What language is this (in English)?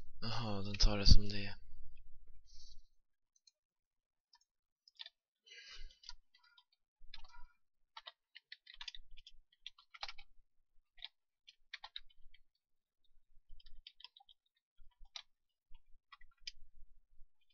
Swedish